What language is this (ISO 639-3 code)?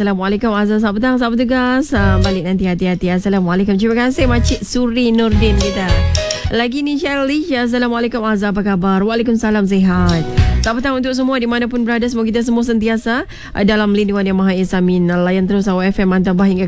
msa